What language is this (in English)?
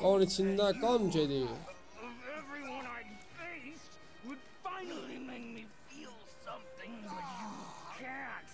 South Azerbaijani